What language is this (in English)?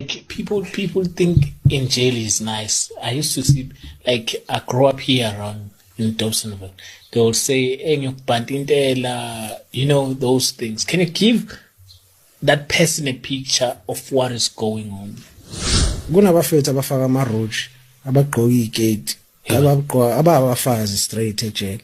Zulu